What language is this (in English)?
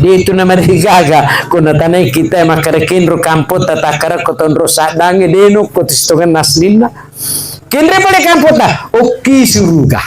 Buginese